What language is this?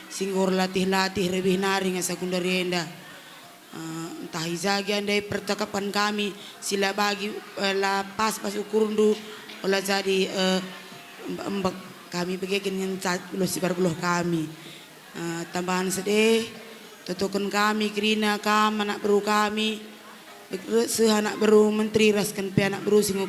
Batak Karo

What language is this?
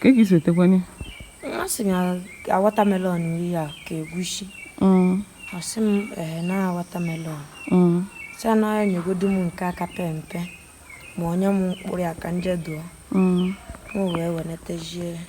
Igbo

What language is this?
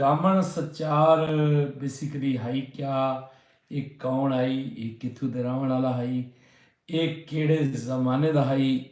Saraiki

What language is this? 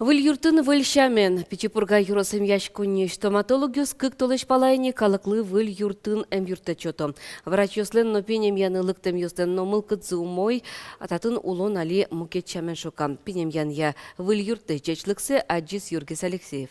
Udmurt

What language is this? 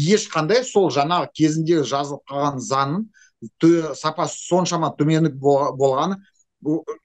Kazakh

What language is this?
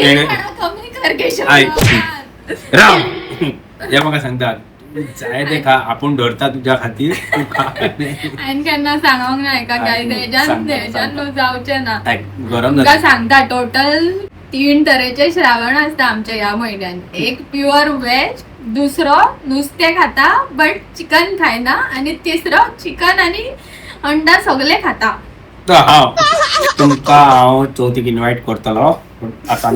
Konkani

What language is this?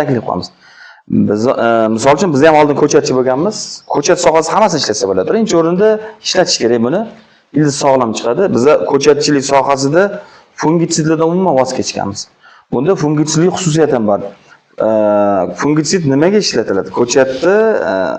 Uzbek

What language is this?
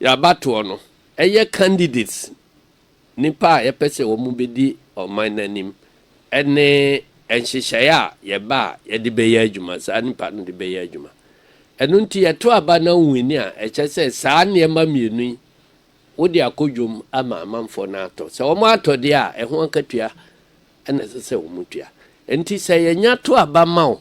Akan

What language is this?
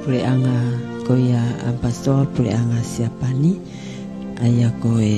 Tongan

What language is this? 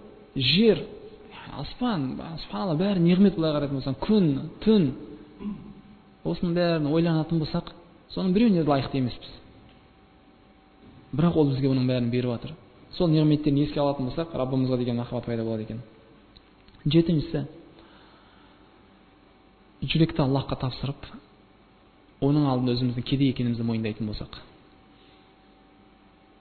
Kazakh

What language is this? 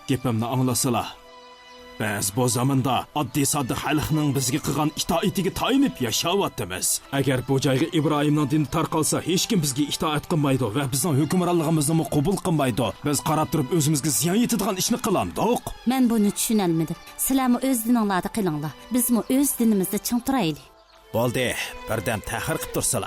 Uyghur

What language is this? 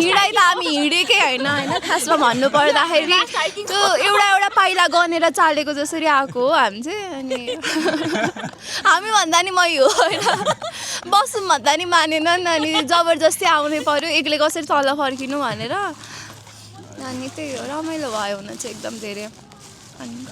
Nepali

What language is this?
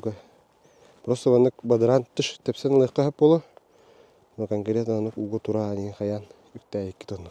Yakut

